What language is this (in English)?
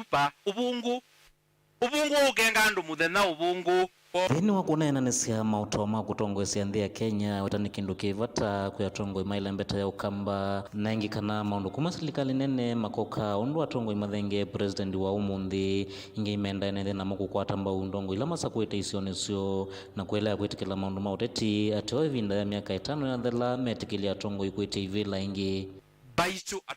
Kamba